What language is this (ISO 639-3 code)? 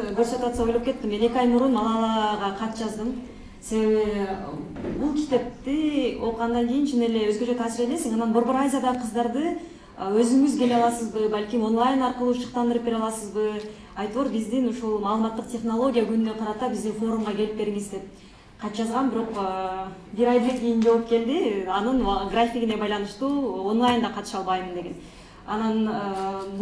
kir